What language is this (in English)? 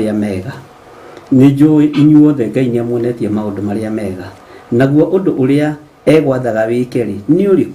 Kikuyu